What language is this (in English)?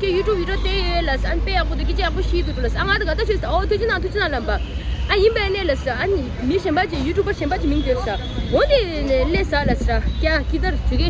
Tibetan